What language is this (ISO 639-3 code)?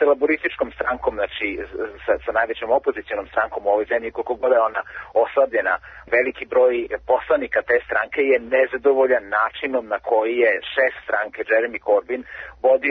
srp